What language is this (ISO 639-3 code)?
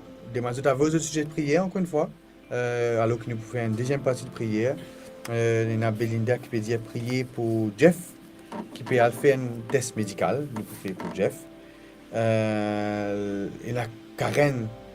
mfe